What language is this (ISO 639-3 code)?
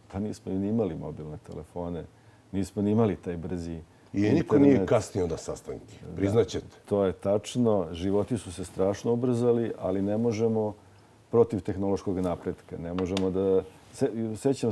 srp